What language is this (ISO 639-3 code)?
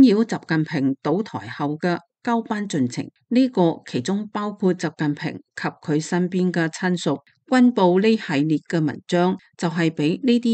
yue